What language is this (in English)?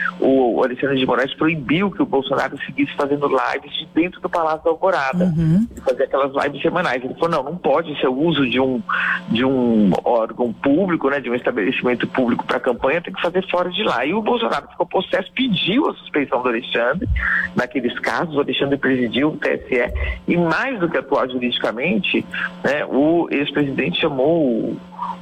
Portuguese